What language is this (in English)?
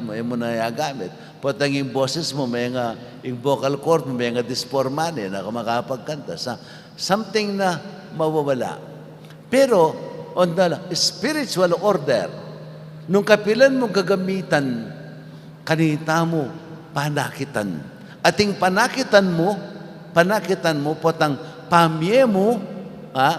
Pampanga